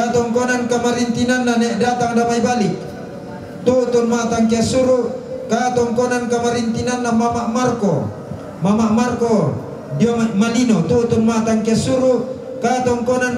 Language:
Toraja-Sa'dan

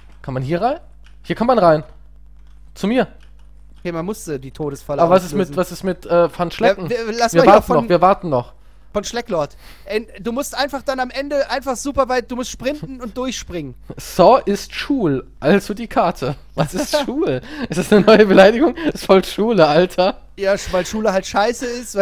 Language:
German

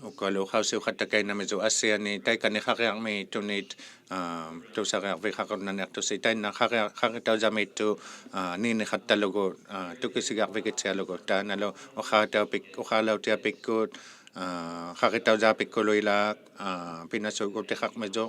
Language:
Inuktitut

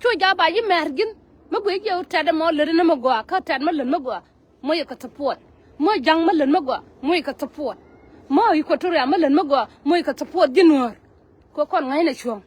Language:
Nuer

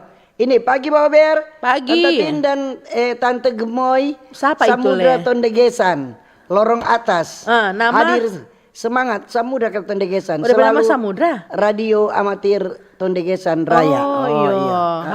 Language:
Manado Malay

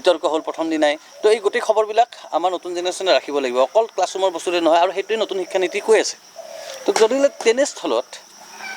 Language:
Assamese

